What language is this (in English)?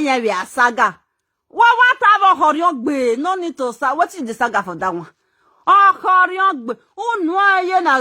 Nigerian Pidgin